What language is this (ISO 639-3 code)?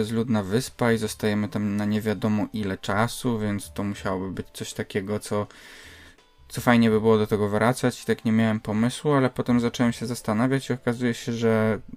pol